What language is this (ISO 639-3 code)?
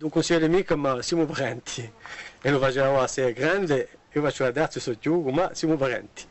cos